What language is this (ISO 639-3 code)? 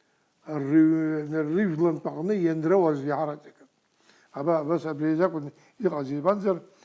abk